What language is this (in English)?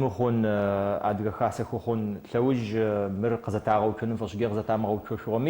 Adyghe